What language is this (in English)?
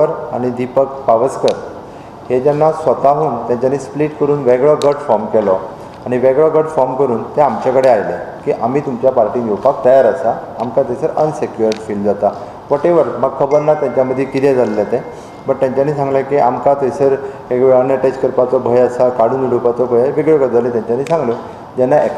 Konkani